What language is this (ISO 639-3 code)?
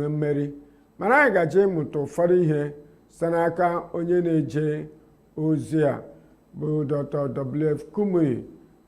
ibo